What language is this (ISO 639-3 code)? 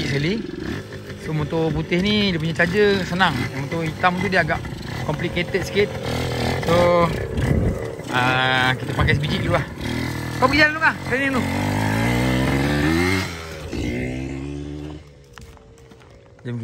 msa